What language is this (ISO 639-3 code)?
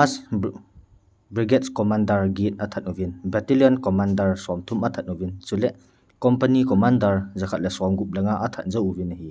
tcz